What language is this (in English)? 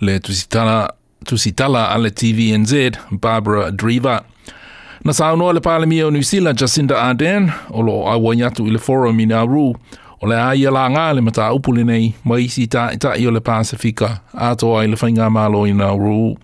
Samoan